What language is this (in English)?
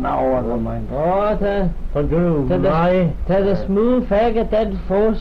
Manx